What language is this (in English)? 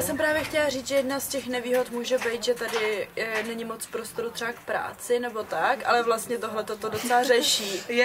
Czech